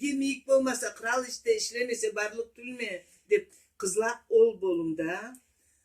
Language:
Karachay-Balkar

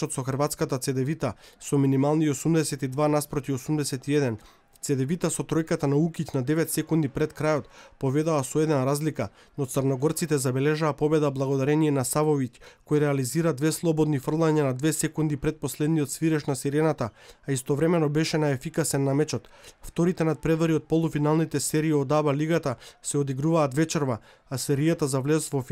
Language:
Macedonian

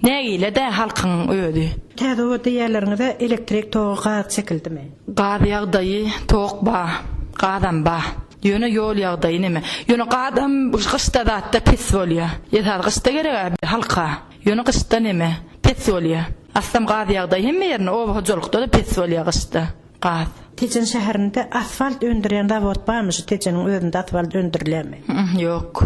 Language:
Turkmen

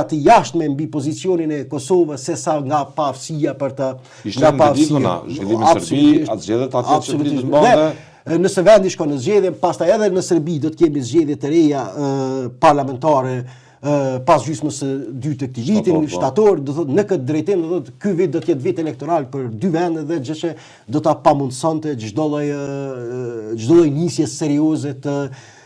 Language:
Albanian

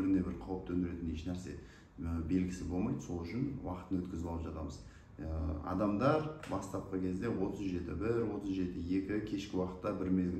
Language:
Kazakh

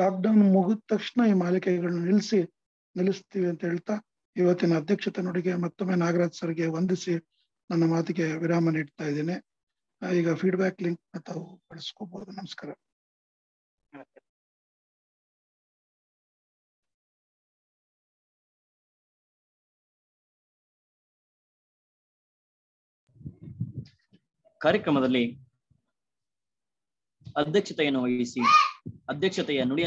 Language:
Kannada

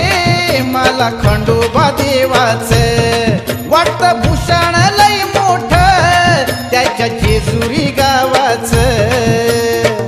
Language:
Marathi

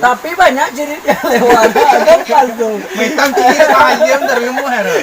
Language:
Minangkabau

